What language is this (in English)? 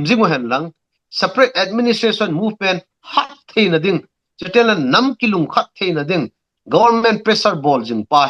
Thado Chin